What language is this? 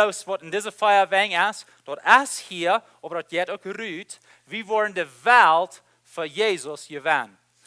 Plautdietsch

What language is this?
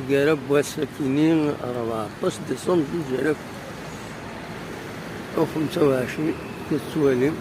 Kabyle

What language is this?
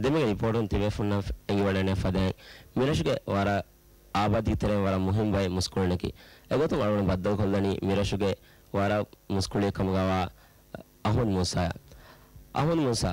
Divehi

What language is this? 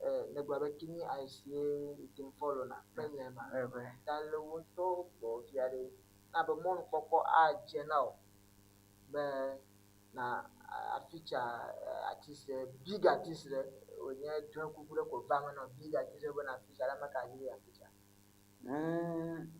Ewe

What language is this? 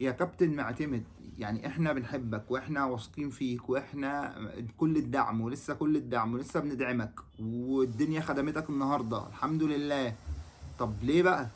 Egyptian Arabic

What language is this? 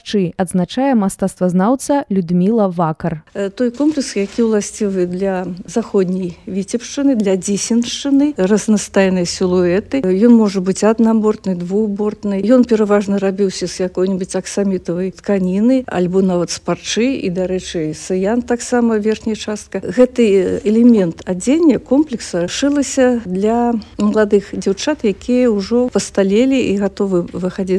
Belarusian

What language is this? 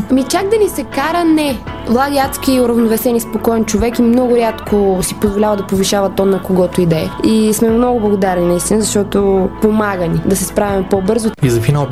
Bulgarian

